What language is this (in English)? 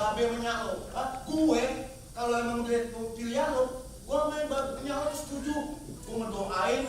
Betawi